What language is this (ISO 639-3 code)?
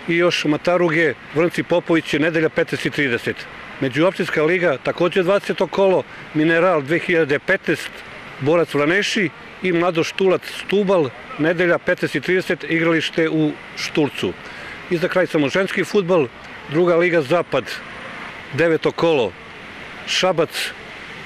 srp